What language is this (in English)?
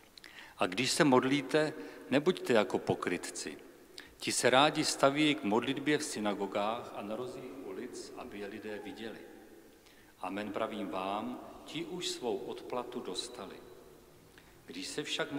Czech